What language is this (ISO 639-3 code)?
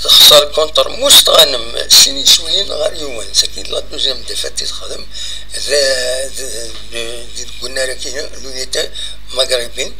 kab